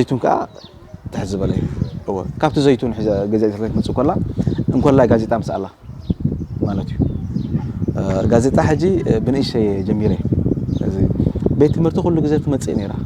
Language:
Tigrinya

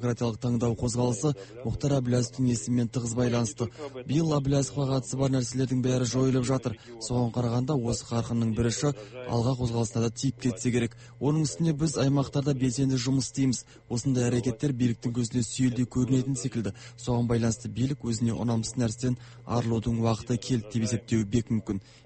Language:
Kazakh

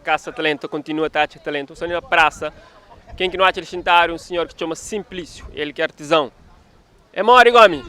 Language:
Kabuverdianu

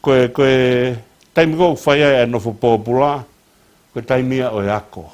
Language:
Tongan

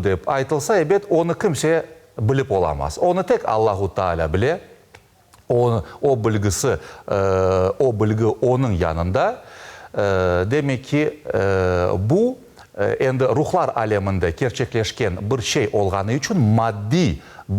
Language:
Crimean Tatar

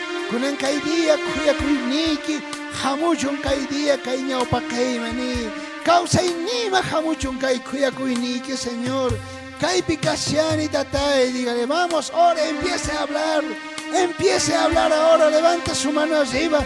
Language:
South Bolivian Quechua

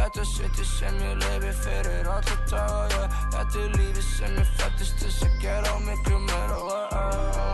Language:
Icelandic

